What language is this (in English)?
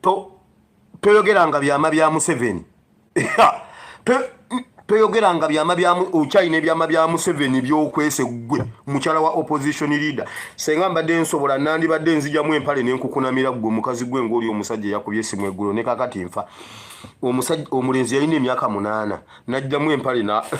Ganda